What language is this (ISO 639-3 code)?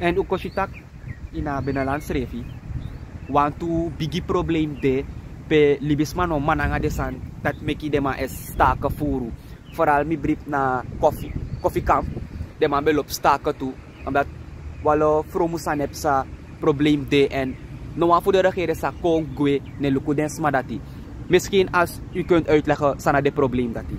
srn